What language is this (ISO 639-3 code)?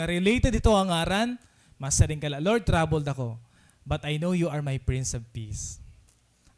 war